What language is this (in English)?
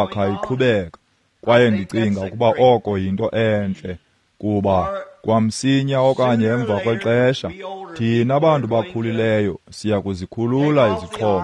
Xhosa